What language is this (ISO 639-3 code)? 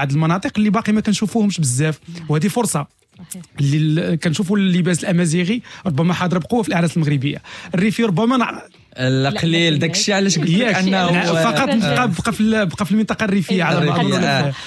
ary